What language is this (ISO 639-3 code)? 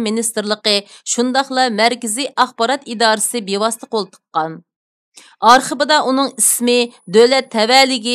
uig